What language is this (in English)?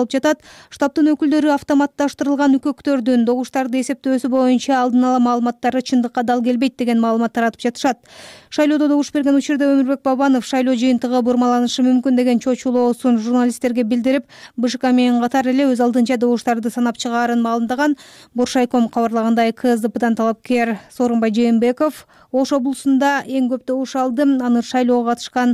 Kyrgyz